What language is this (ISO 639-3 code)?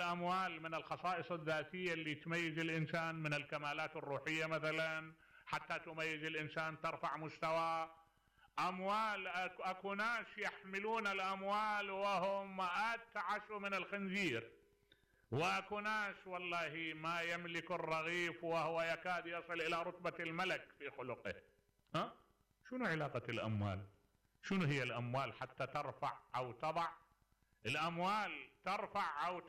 acm